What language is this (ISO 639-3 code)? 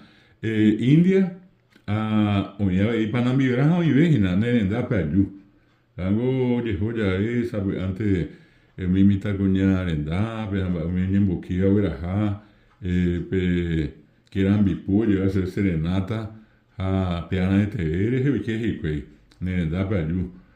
grn